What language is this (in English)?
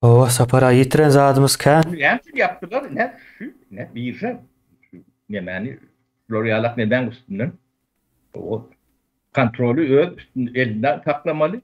Turkmen